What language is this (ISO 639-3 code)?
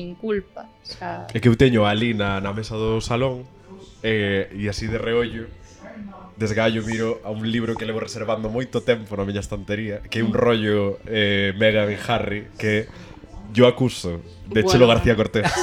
glg